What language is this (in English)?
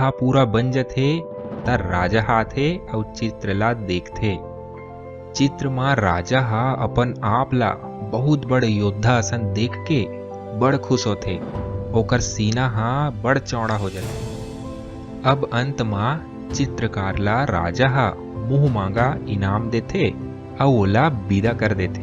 Chhattisgarhi